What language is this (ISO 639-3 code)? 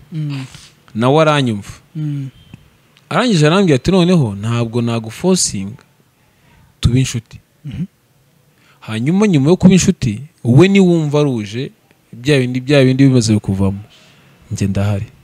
kin